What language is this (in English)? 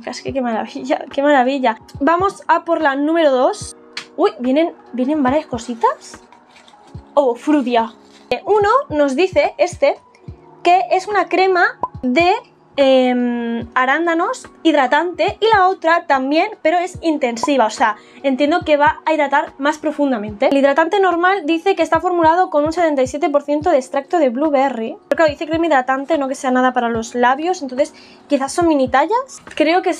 Spanish